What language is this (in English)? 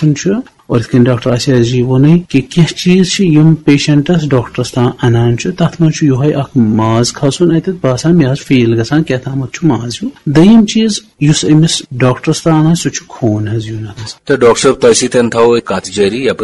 Kashmiri